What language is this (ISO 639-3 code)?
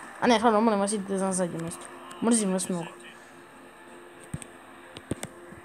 hrv